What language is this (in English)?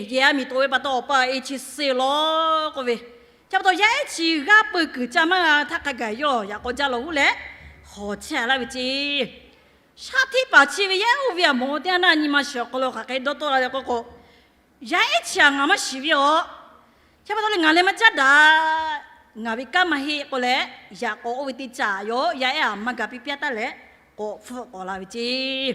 Lahu